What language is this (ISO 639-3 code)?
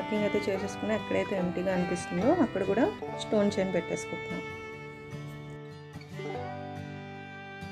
tel